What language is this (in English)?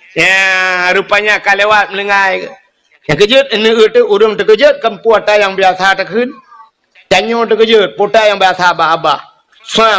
Achinese